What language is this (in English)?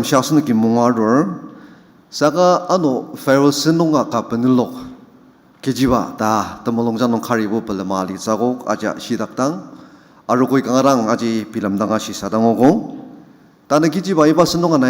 Ao Naga